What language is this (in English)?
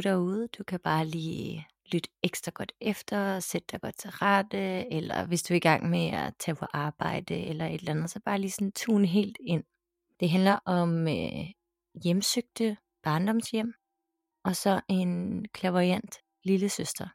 Danish